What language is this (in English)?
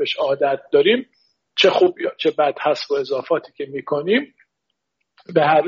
Persian